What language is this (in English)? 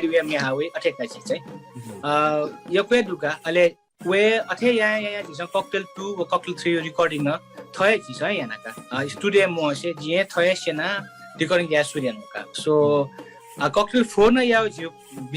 Newari